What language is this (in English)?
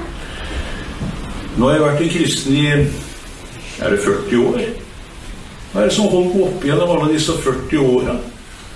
Norwegian